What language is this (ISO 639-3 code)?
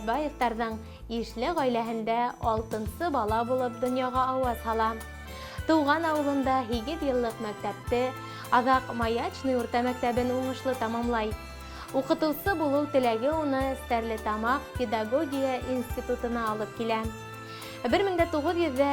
bak